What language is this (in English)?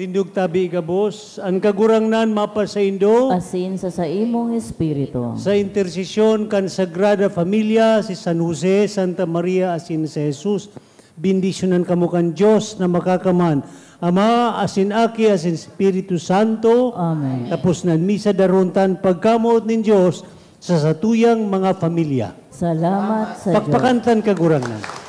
Bikol